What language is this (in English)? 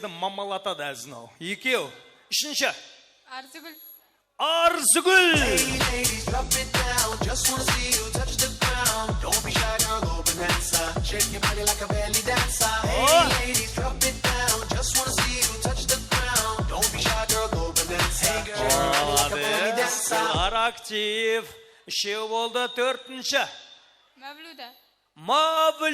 Kara-Kalpak